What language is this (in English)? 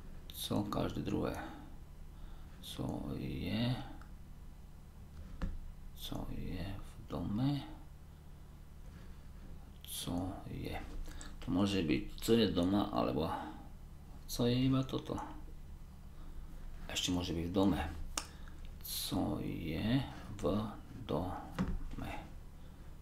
Slovak